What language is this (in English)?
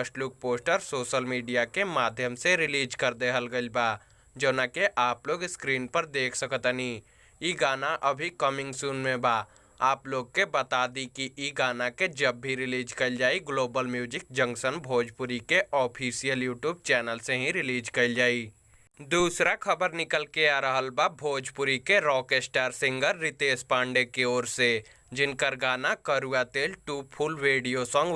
Bhojpuri